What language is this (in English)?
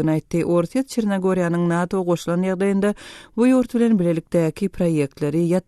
Turkmen